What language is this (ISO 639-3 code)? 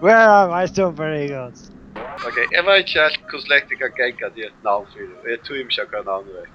fao